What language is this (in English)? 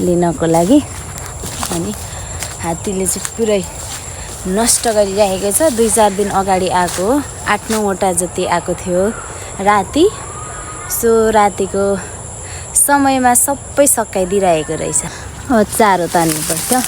Nepali